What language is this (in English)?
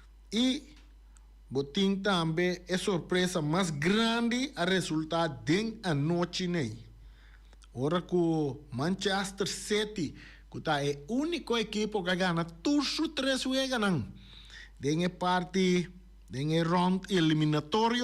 Papiamento